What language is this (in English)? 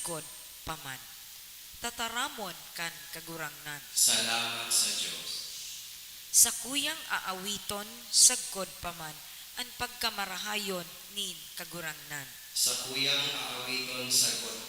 Bikol